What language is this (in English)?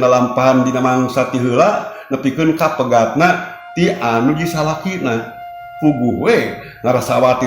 Sundanese